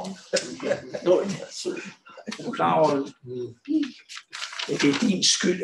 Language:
Danish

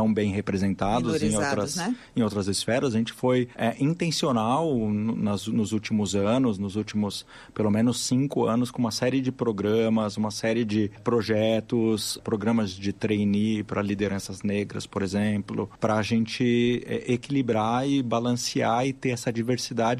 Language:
Portuguese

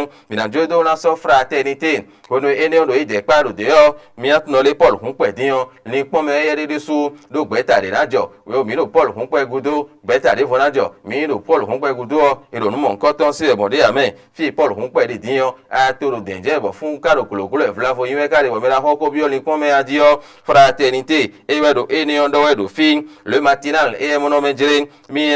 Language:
Fon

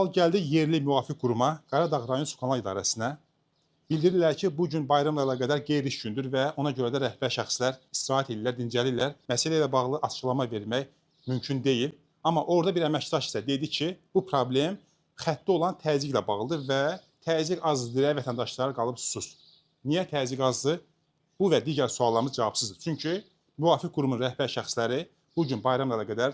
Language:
Azerbaijani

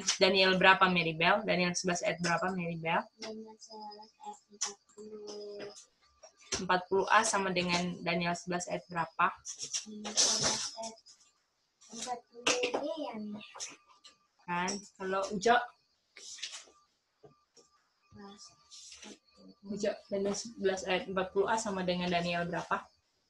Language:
Indonesian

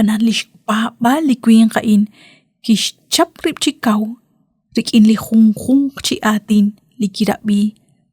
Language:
Kekchí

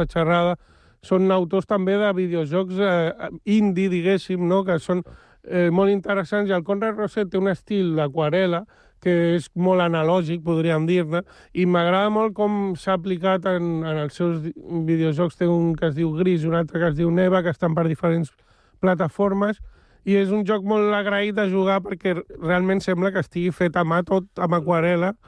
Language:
Catalan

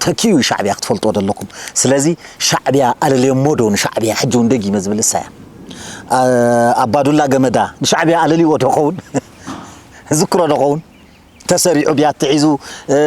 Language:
Tigrinya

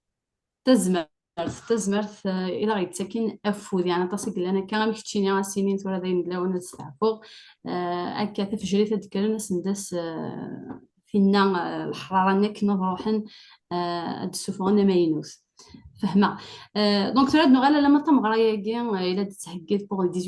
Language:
Kabyle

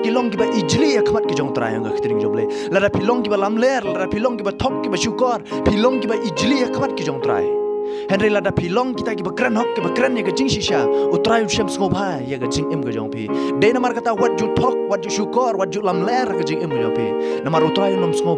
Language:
Khasi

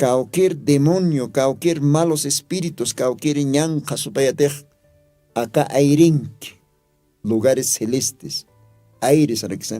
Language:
Aymara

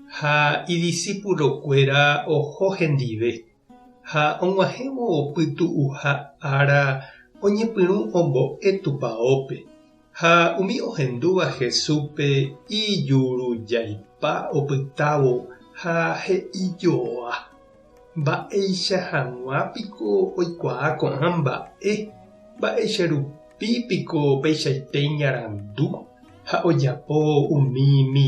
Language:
Guarani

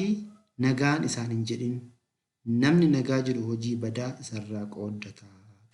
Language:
Oromo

